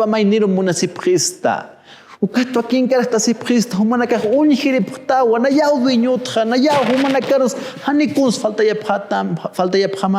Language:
Aymara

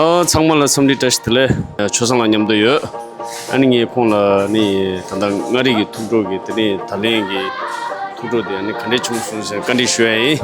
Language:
Tibetan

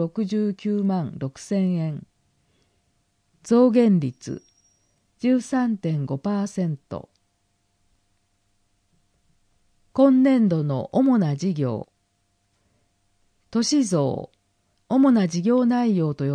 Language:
Japanese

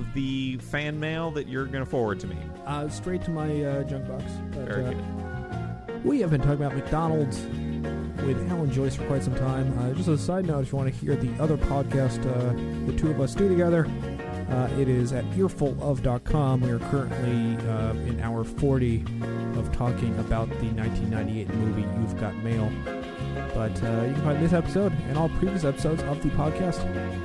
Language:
English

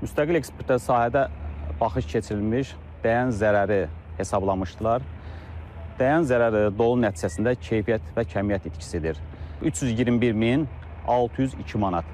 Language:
Azerbaijani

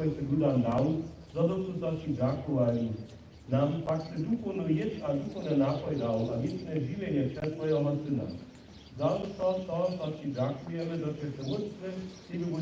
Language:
Upper Sorbian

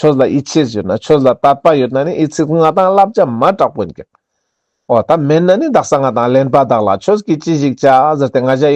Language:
Ladakhi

